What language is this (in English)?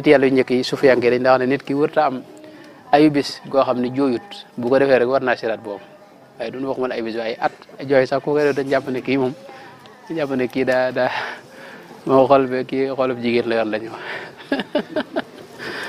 Wolof